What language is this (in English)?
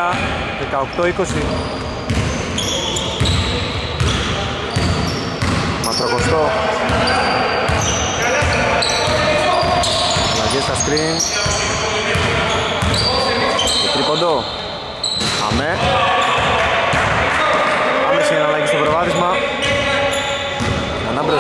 Greek